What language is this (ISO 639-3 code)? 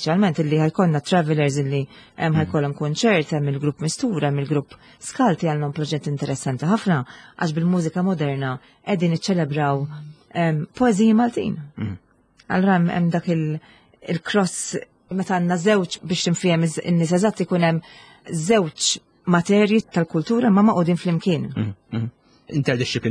mlt